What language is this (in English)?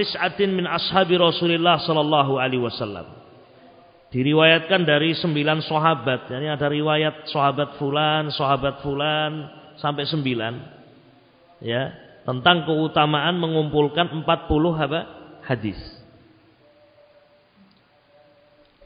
Indonesian